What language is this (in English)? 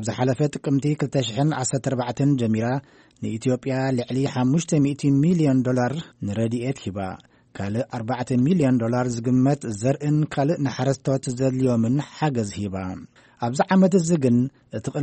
Tigrinya